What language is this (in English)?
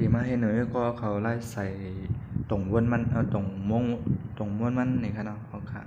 Shan